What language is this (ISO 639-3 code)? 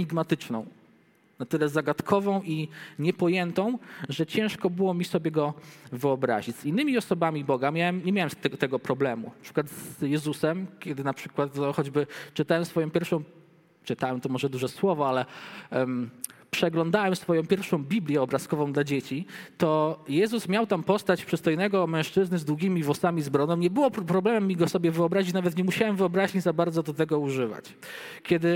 pol